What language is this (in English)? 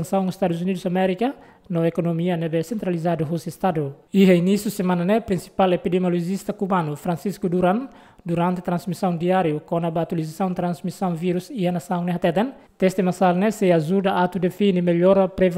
Tetum